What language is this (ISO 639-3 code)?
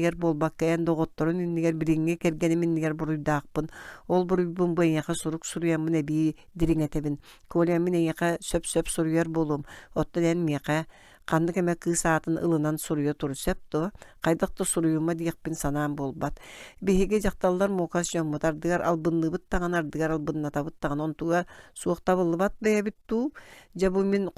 sah